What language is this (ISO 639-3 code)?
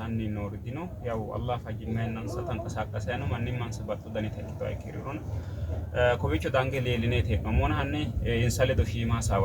sid